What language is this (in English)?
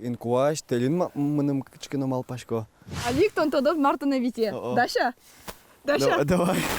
Udmurt